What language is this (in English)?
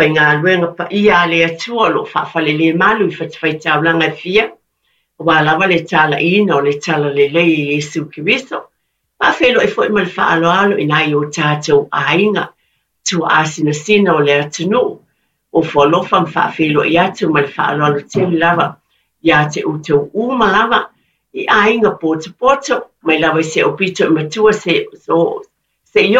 Samoan